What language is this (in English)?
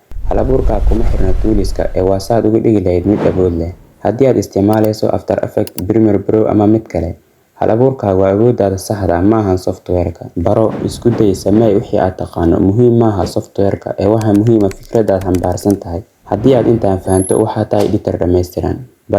Somali